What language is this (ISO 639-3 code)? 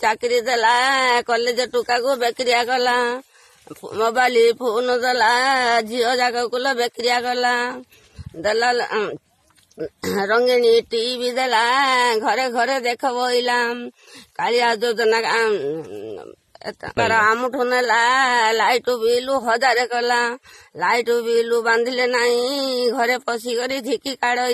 ori